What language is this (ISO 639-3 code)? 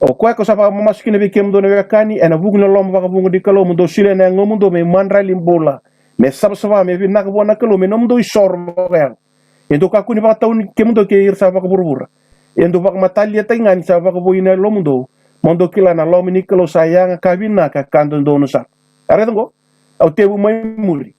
fij